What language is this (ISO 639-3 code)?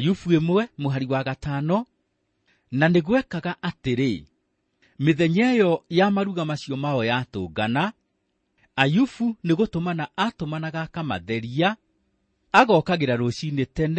kik